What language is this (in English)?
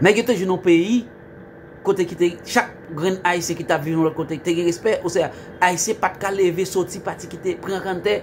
Haitian Creole